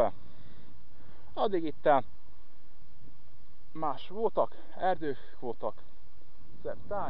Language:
Hungarian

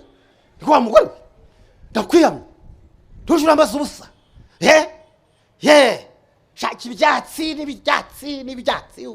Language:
Kinyarwanda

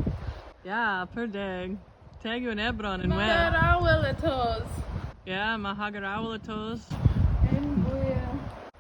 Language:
Cornish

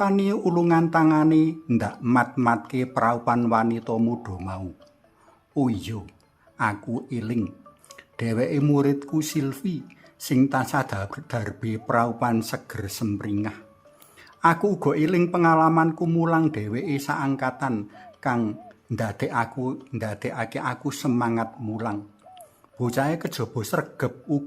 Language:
Javanese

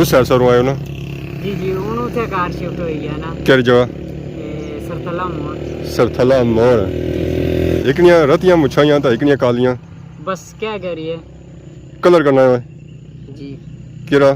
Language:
Pahari-Potwari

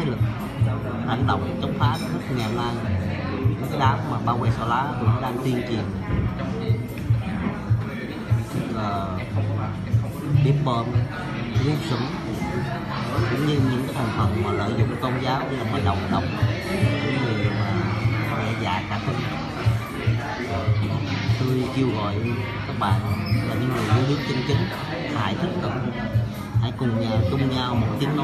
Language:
Vietnamese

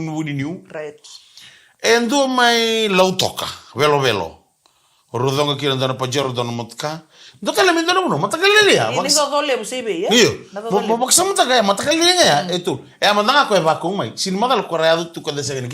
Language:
Fijian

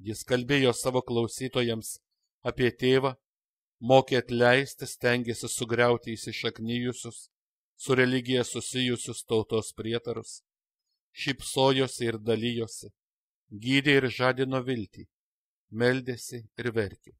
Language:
Lithuanian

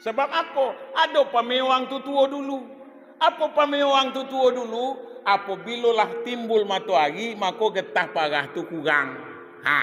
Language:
Minangkabau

